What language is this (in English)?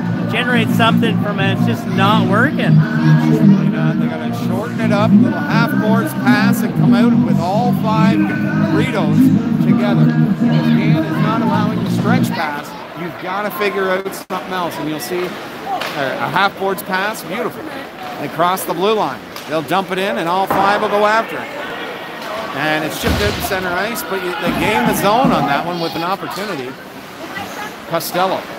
English